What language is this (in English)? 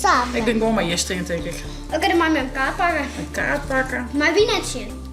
Western Frisian